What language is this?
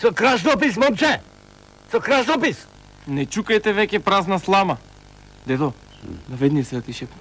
Macedonian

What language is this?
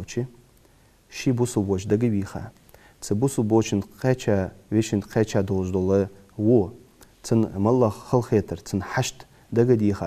Ingush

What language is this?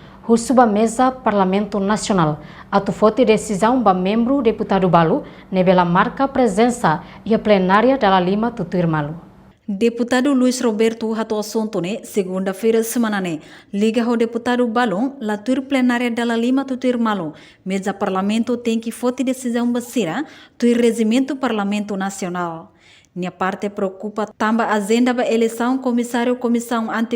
Tetum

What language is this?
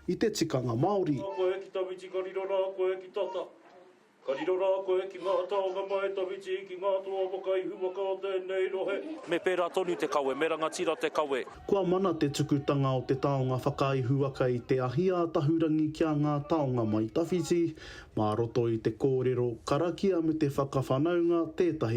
Māori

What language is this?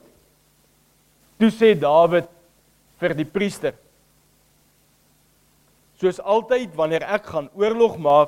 Afrikaans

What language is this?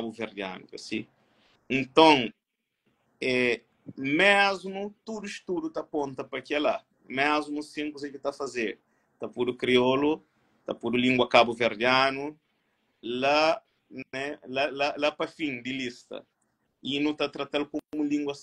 Kabuverdianu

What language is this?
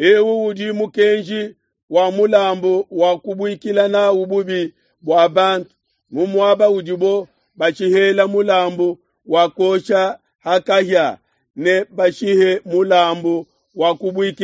Luba-Lulua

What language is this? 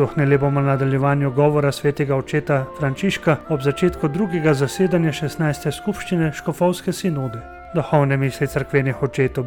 Slovenian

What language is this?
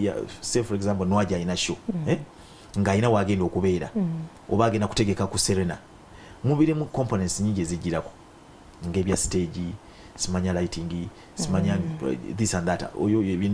Ganda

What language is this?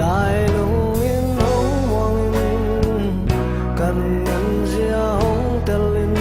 Tedim Chin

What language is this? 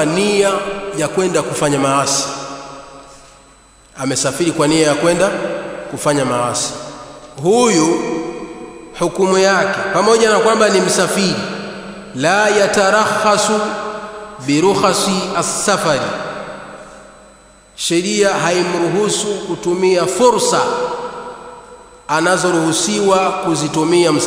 Swahili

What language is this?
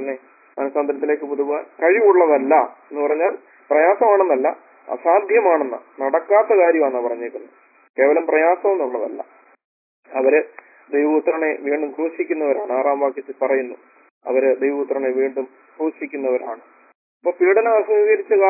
Malayalam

